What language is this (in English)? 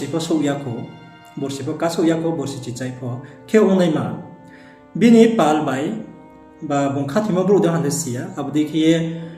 Riang (India)